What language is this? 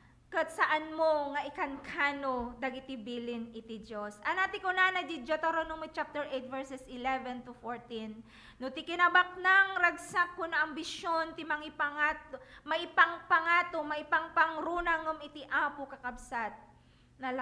Iloko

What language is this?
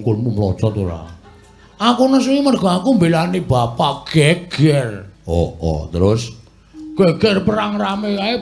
Javanese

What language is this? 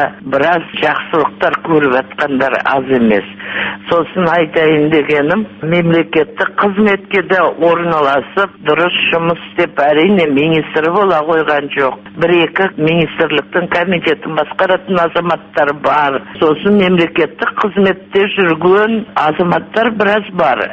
Kazakh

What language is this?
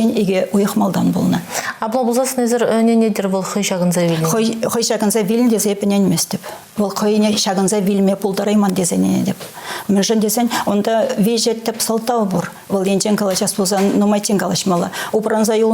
Chuvash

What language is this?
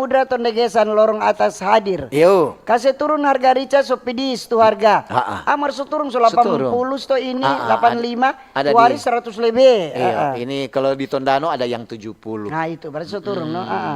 Manado Malay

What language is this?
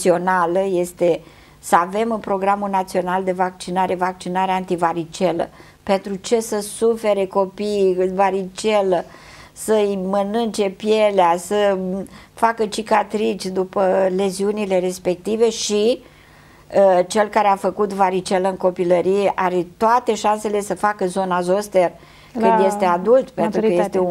Romanian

